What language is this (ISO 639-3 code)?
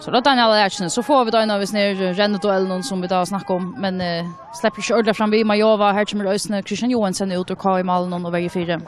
fao